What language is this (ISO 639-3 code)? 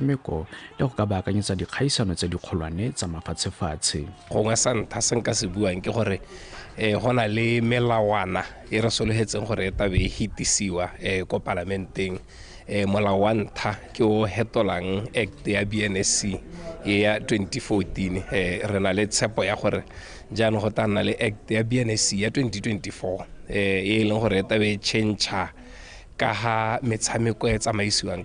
tsn